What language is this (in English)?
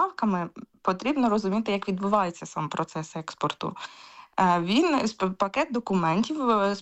Ukrainian